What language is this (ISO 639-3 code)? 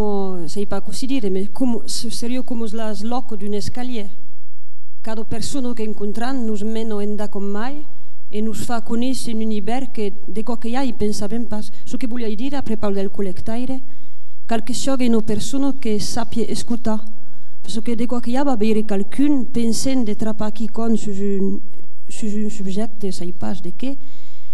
oci